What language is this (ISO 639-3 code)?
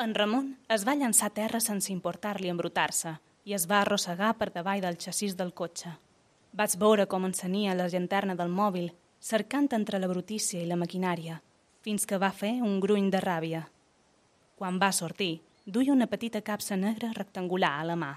cat